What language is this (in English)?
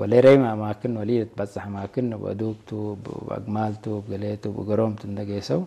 Tigrinya